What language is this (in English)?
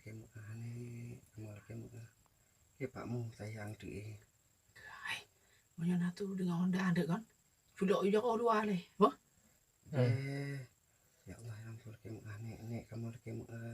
Achinese